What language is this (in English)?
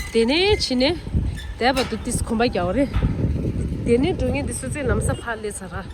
Tibetan